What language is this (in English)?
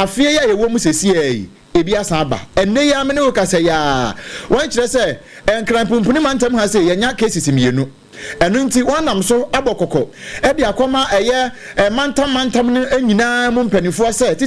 Akan